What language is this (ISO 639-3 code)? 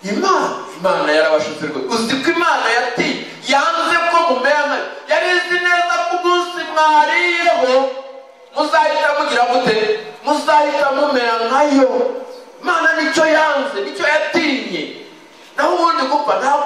kin